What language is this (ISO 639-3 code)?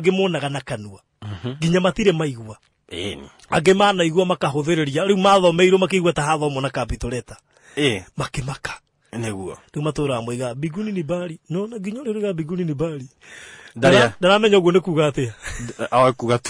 kik